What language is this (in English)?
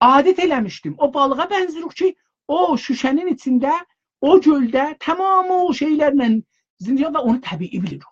South Azerbaijani